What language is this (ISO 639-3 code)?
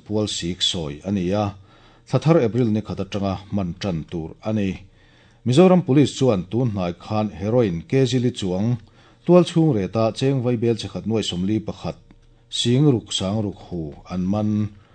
lus